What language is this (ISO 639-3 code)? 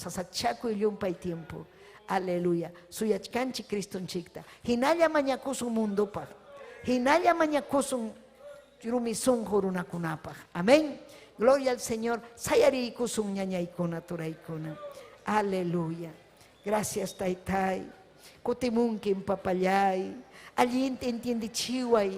quy